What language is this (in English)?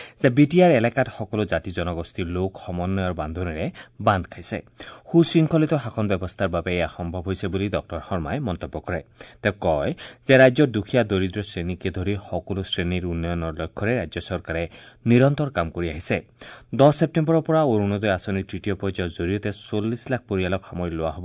Assamese